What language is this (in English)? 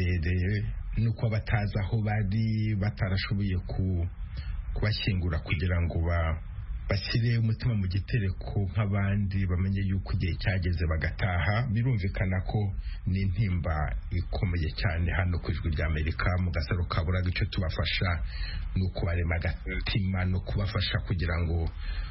Kinyarwanda